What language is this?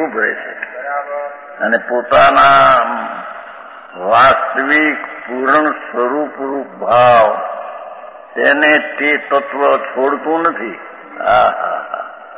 Gujarati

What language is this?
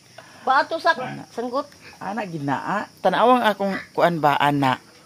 Cebuano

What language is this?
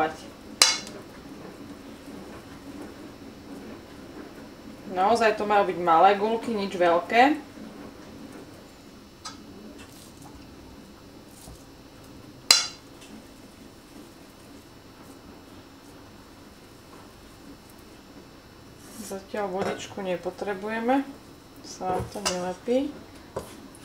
Slovak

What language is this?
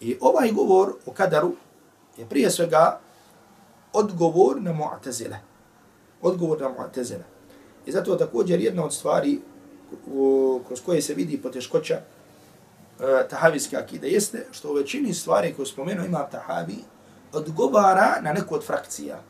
Bosnian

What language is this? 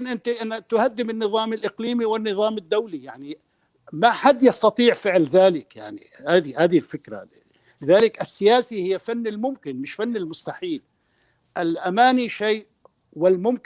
North Levantine Arabic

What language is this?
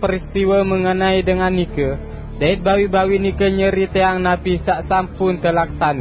Sasak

